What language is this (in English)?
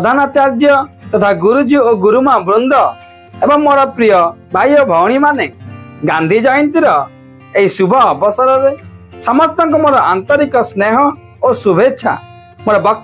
Odia